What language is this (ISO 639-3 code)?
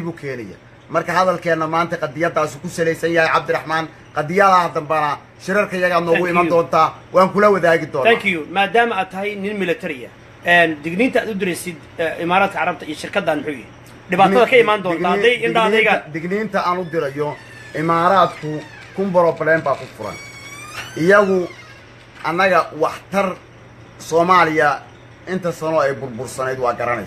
som